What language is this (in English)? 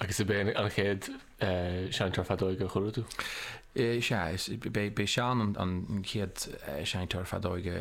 Irish